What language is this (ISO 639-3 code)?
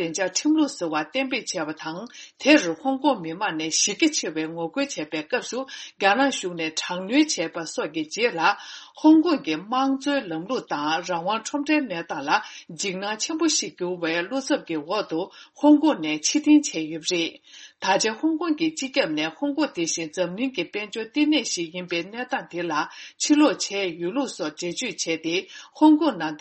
bod